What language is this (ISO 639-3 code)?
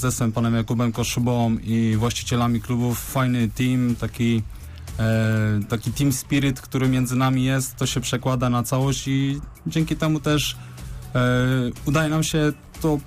pol